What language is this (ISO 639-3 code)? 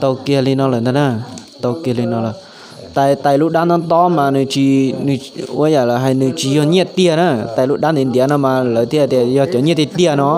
hmn